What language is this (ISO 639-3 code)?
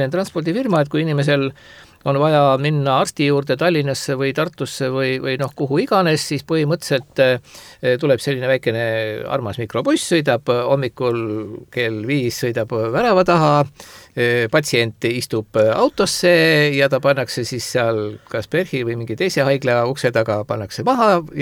est